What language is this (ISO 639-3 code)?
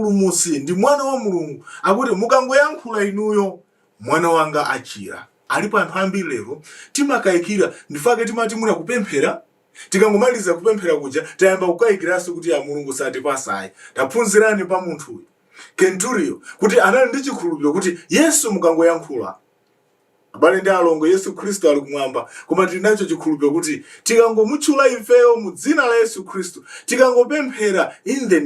nya